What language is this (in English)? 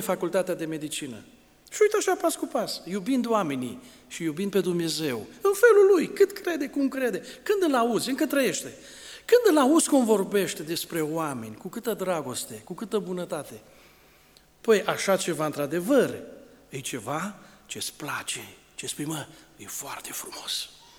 Romanian